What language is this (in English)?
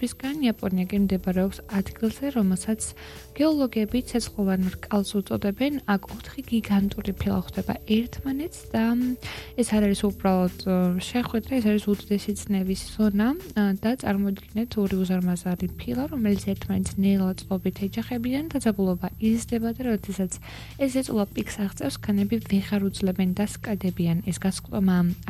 Georgian